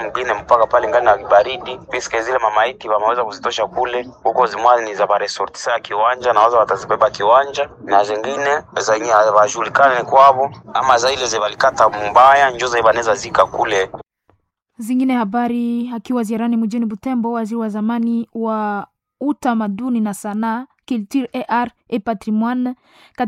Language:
Swahili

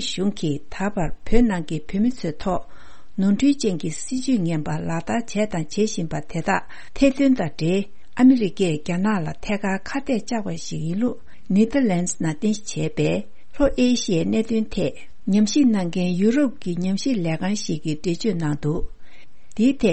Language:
Tibetan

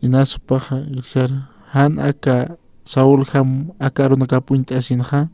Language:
Aymara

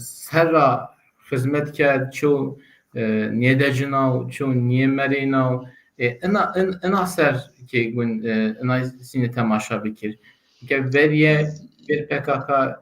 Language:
Zaza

